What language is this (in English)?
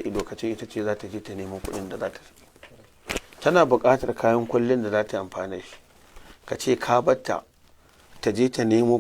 Hausa